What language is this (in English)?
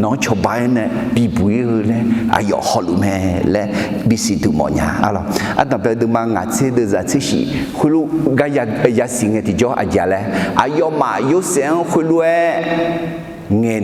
Akha